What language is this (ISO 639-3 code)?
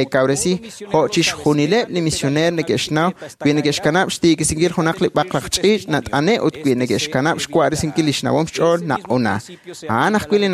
kek